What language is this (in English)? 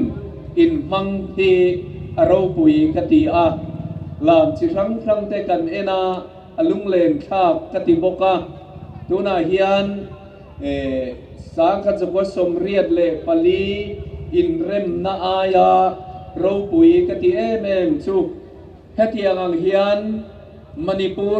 Hmar